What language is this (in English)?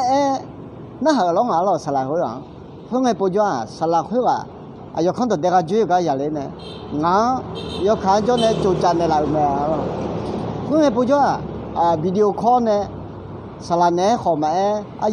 Akha